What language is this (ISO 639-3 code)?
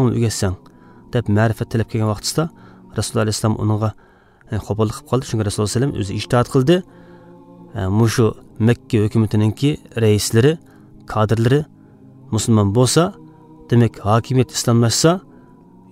uig